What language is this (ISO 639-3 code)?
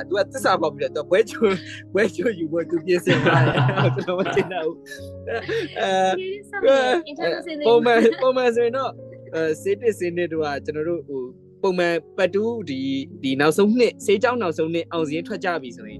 mya